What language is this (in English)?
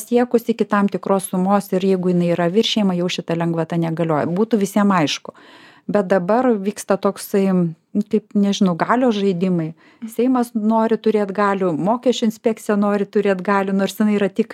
Lithuanian